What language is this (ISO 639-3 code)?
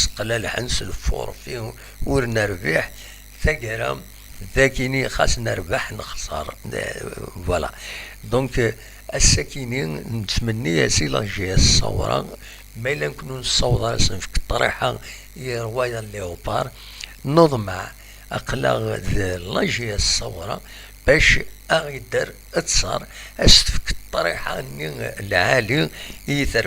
kab